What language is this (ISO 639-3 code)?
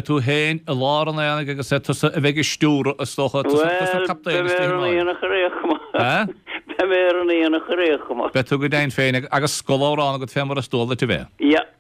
gle